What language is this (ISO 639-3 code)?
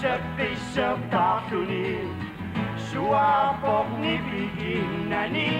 kal